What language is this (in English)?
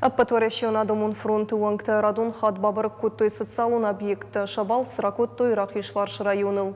Ossetic